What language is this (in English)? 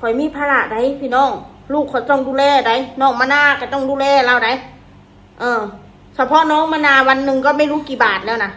Northeastern Thai